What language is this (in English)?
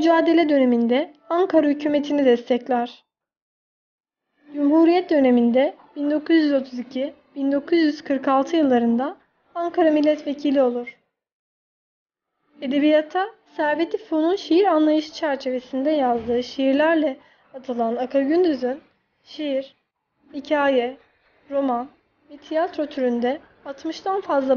Turkish